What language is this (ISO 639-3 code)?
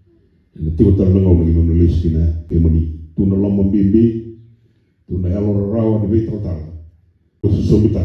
fij